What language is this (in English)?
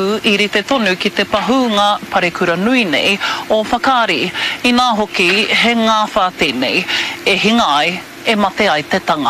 Māori